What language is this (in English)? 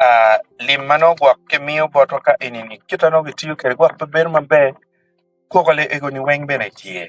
Acoli